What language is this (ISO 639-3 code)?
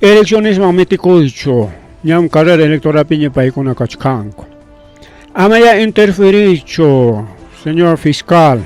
quy